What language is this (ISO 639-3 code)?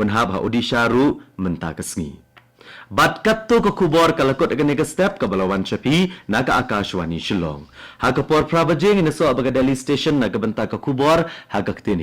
kha